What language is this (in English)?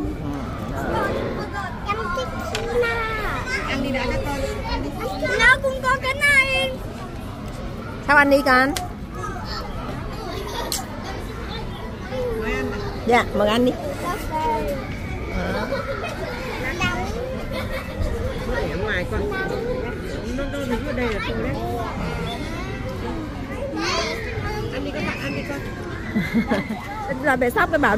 Vietnamese